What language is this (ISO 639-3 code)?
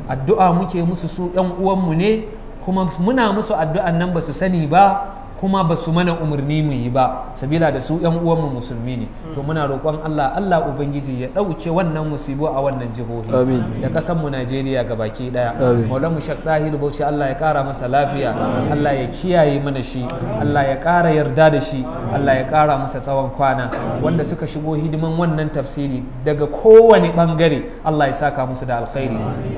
hau